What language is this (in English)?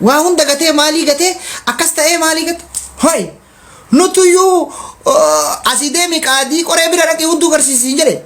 Oromo